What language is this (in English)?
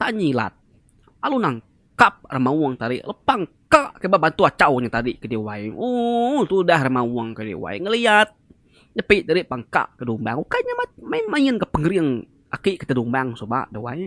Iban